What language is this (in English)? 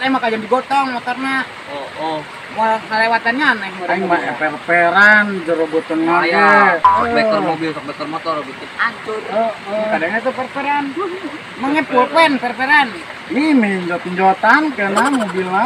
Sundanese